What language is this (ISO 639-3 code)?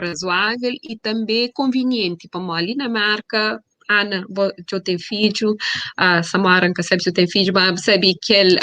kea